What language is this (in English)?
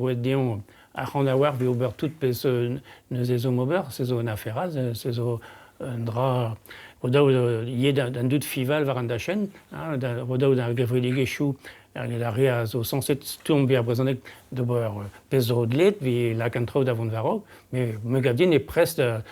Breton